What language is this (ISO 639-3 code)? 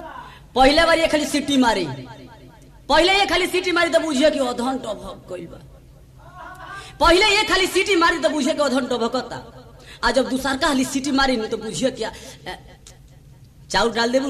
bho